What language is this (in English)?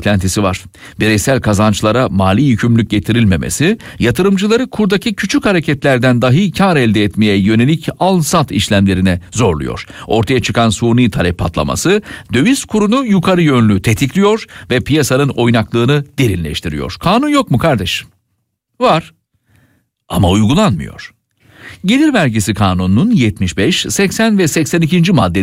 Turkish